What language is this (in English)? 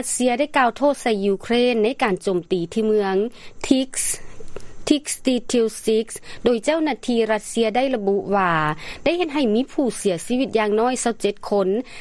Lao